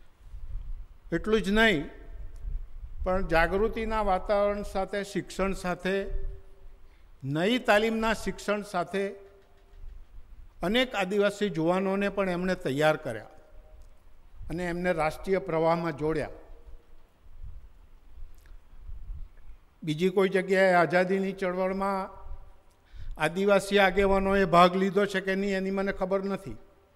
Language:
Gujarati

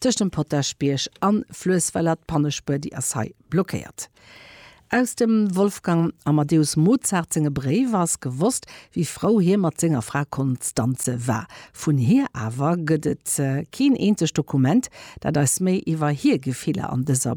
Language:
Luxembourgish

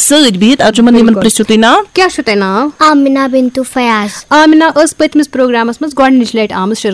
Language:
Kashmiri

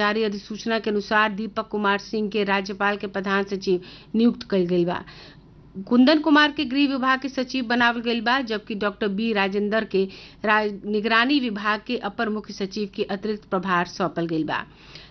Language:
Bhojpuri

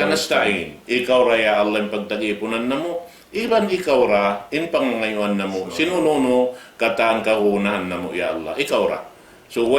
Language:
Tausug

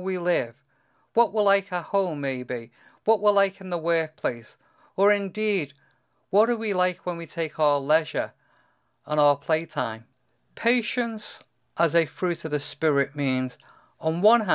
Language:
English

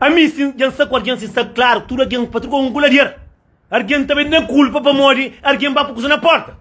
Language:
Kabuverdianu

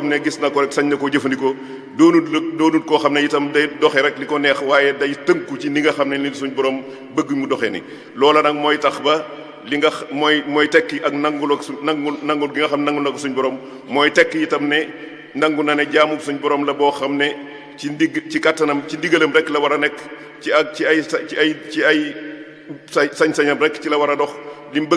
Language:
Wolof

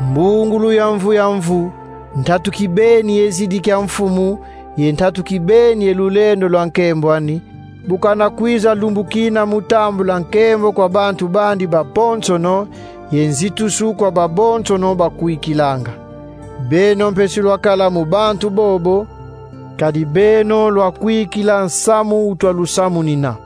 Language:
Kongo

